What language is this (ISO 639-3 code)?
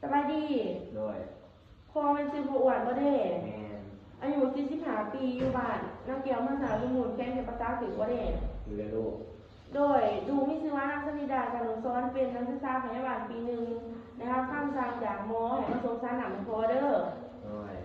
lao